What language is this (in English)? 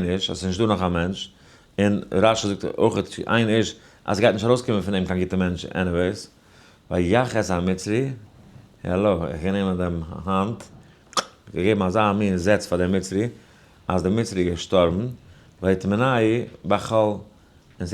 Yiddish